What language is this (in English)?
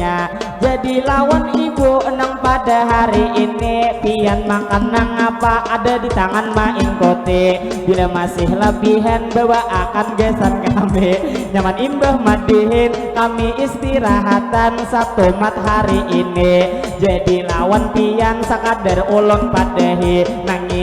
Banjar